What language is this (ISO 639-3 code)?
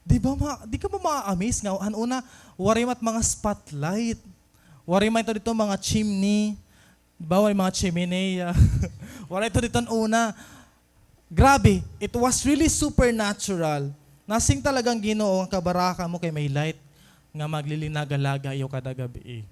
war